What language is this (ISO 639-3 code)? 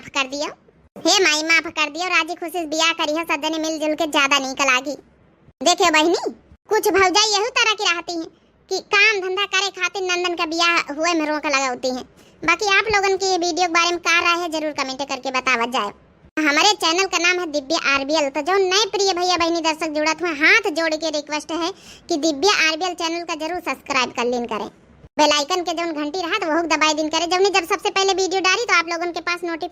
awa